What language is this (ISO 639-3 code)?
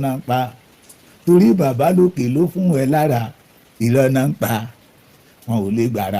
yor